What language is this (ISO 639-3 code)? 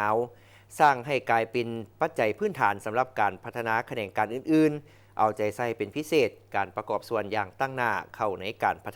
lao